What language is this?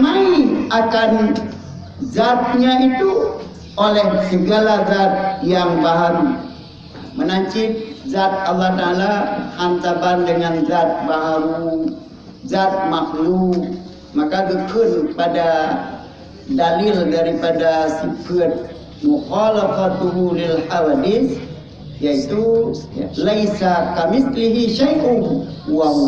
Achinese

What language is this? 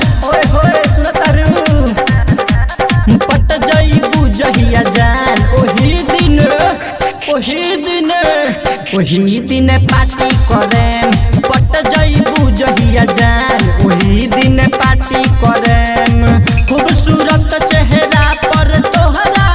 Bhojpuri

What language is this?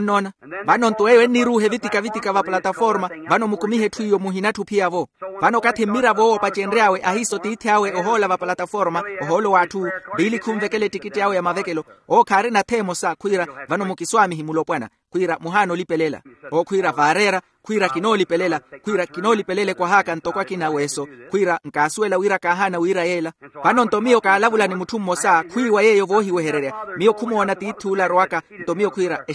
Makhuwa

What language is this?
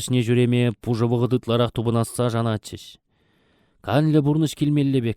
Chuvash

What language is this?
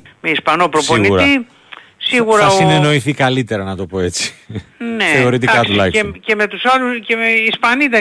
Greek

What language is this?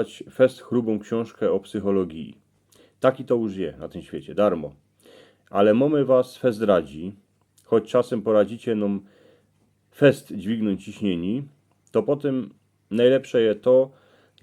Silesian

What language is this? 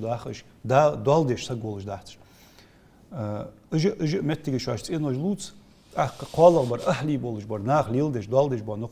Ingush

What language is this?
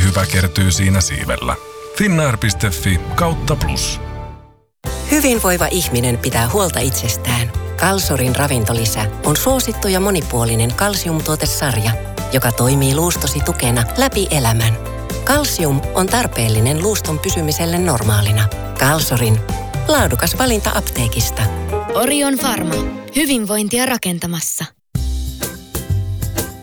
Finnish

